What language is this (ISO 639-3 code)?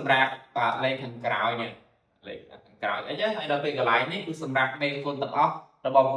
khm